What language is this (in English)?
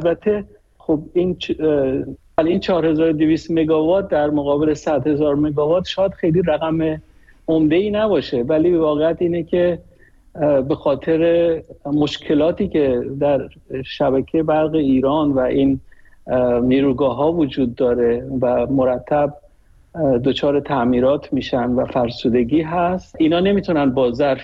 Persian